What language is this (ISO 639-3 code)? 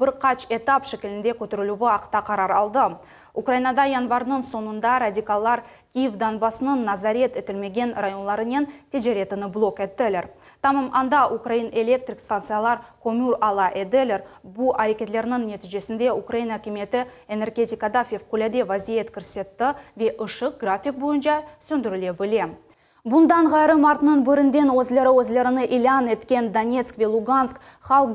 crh